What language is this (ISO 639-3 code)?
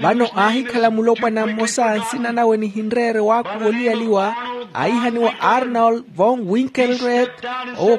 vmw